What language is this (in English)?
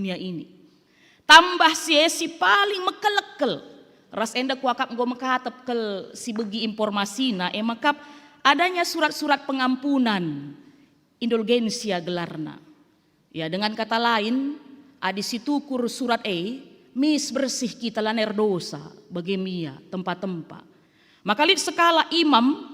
Batak Karo